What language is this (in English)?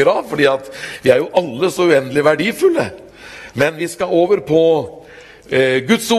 Norwegian